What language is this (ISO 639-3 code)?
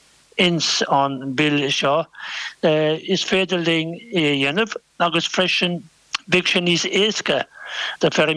gle